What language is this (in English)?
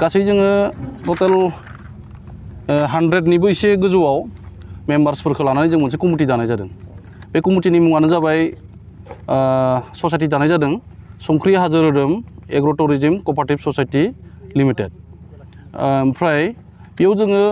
Bodo